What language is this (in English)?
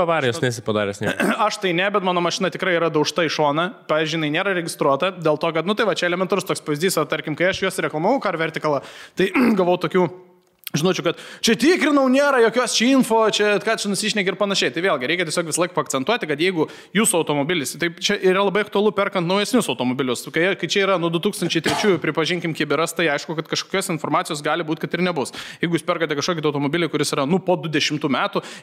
Lithuanian